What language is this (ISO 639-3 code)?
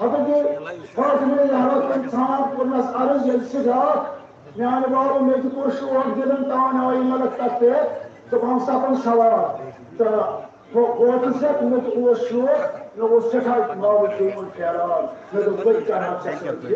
kas